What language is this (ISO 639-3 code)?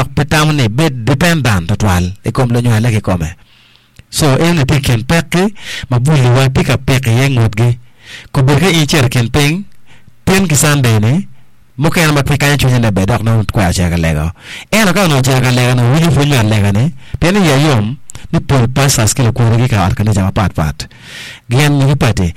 ach